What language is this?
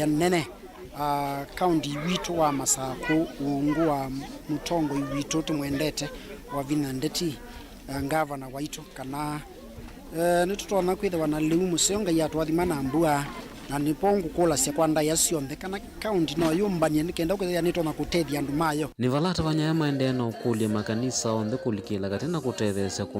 Kamba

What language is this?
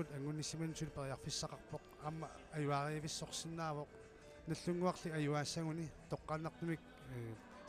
Kalaallisut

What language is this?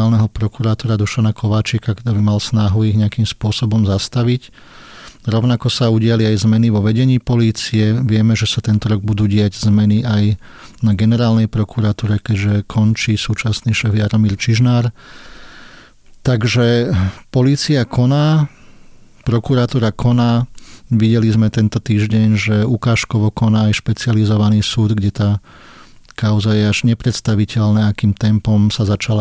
Slovak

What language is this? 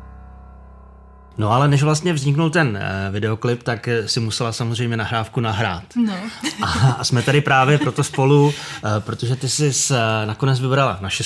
Czech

